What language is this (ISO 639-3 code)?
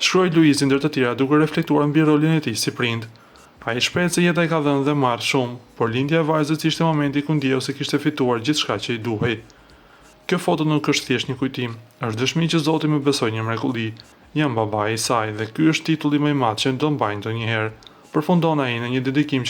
sqi